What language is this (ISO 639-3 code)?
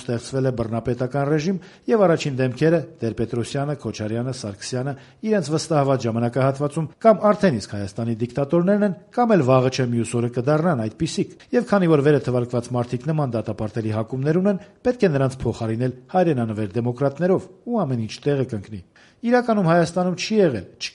hye